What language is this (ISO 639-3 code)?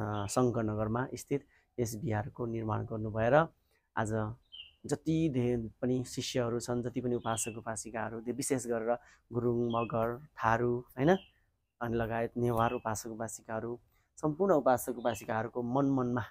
nep